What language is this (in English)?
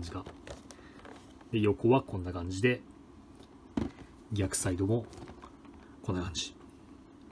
Japanese